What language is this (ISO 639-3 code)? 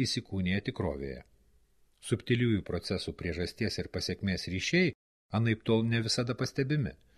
lit